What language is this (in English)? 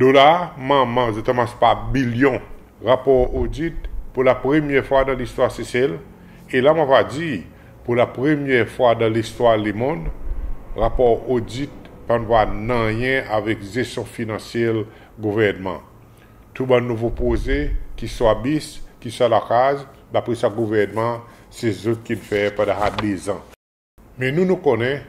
Seselwa Creole French